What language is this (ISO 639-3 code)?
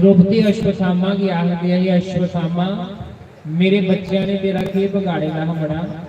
doi